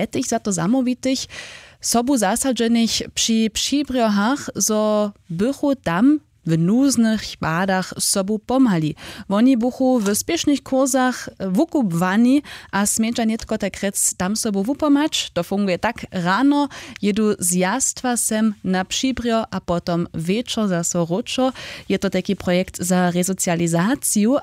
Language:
Upper Sorbian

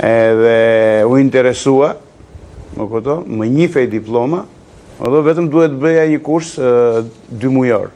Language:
Albanian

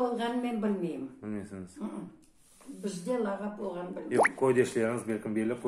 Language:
Crimean Tatar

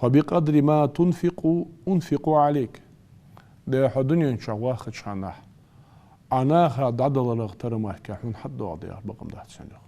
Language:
Ingush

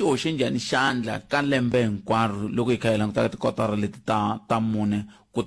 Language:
Tsonga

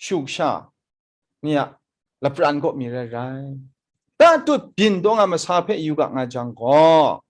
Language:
Kachin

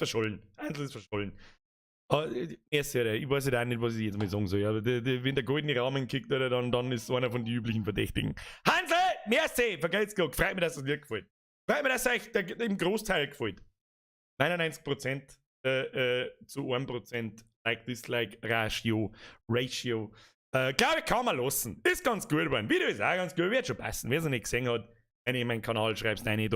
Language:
Bavarian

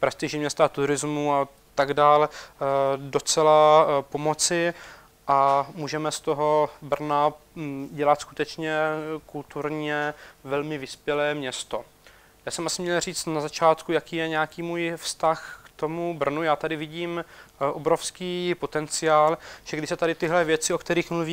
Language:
Czech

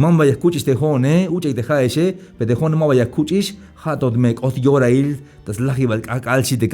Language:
Tzeltal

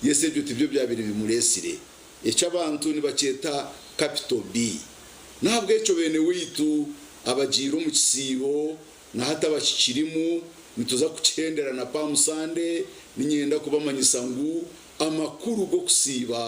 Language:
Nyankole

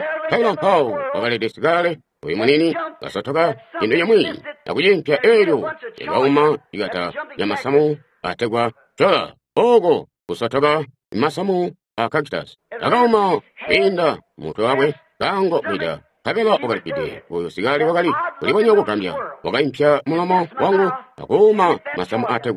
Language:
Tonga (Zambia)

